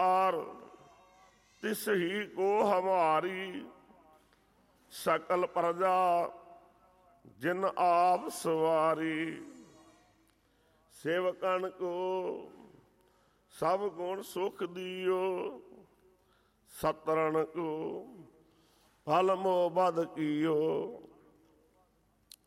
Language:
Punjabi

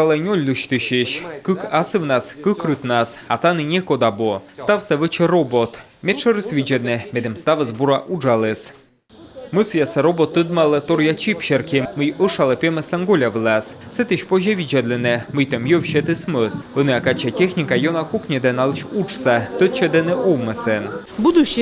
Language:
Komi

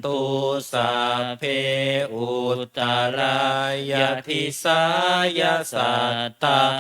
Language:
Pali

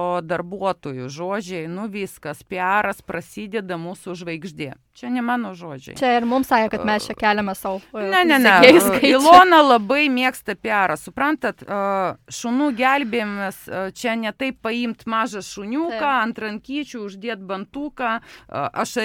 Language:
Lithuanian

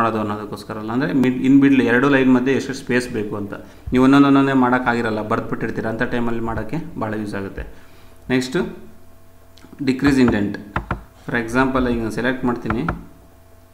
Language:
Kannada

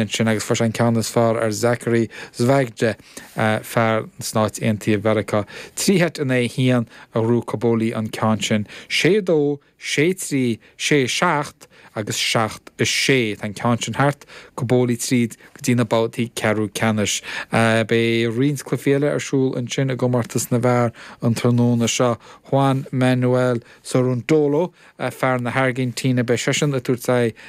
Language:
Irish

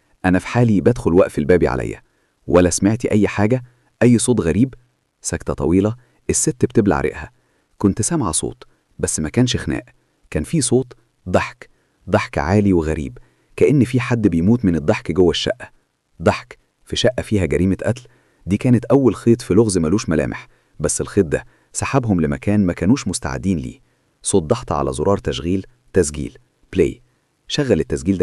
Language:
Egyptian Arabic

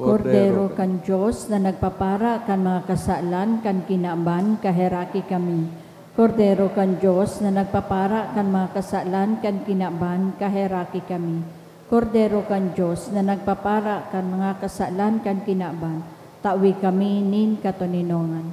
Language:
Bikol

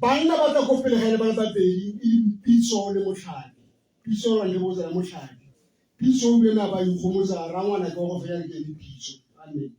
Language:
Tswana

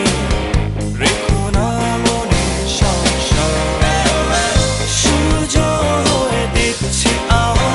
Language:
Bangla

